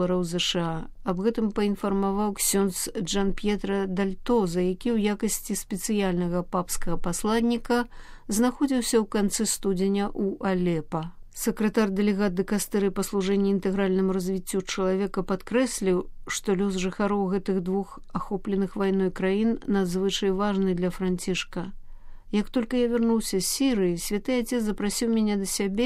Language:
Belarusian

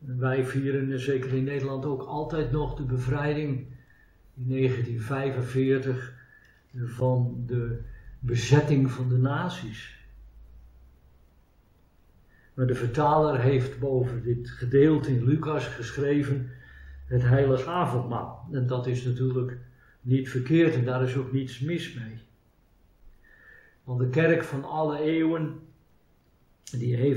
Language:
Dutch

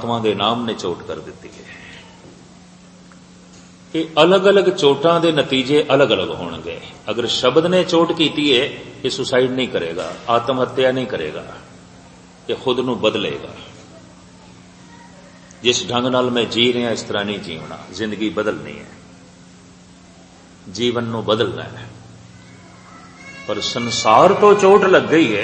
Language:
Punjabi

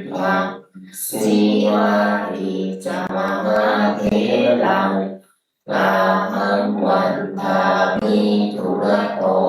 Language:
Pali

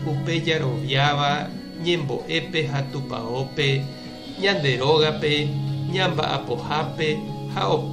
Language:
Guarani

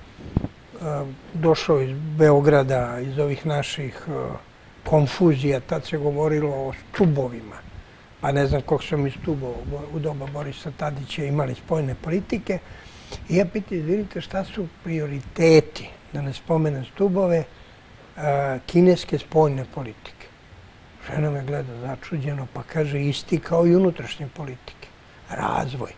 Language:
Serbian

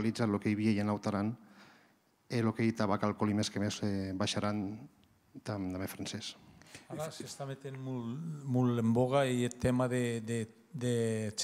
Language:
Occitan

